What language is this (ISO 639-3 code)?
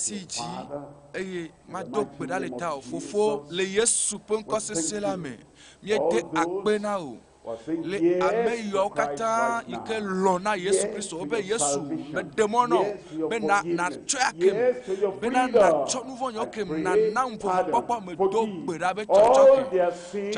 ewe